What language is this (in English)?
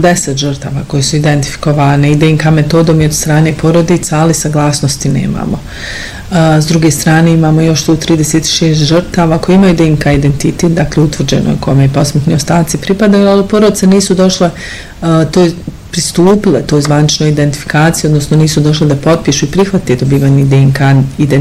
Bosnian